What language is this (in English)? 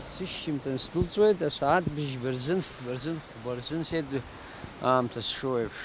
Abkhazian